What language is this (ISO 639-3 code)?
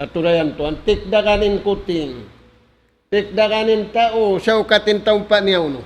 tsg